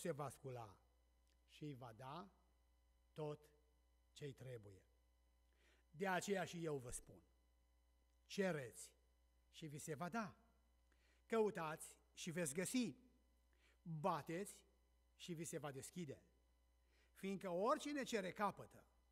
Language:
Romanian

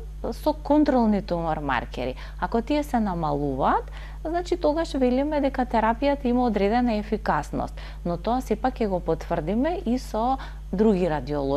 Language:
Macedonian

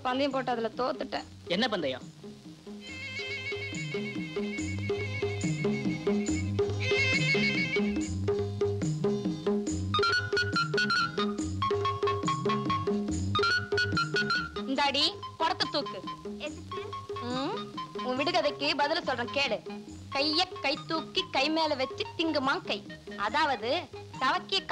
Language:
Tamil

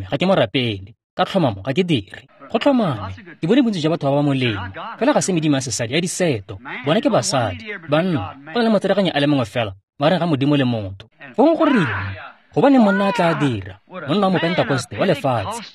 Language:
Tswana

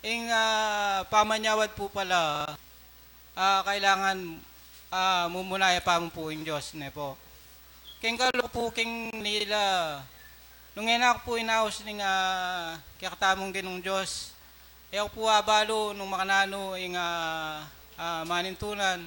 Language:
Pampanga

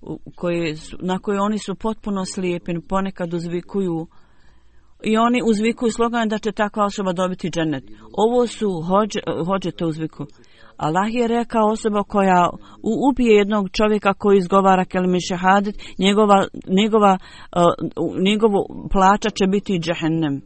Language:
Bosnian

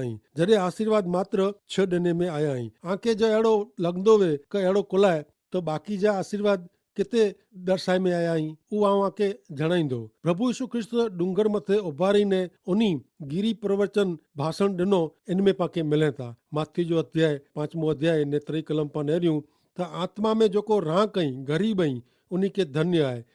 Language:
Kachhi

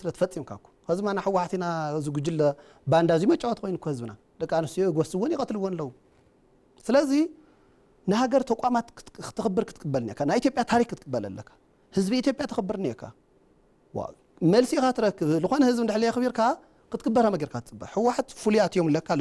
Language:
Tigrinya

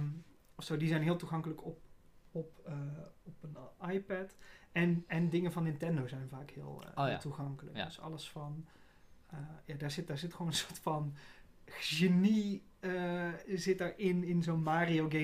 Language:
Dutch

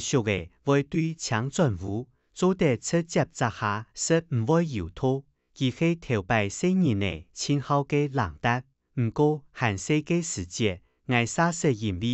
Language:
Hakka Chinese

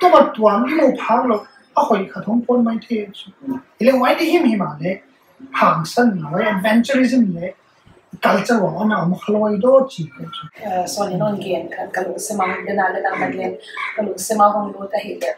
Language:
Paite Chin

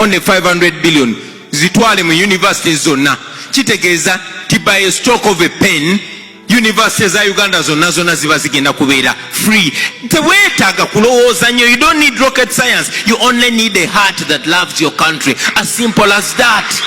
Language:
Ganda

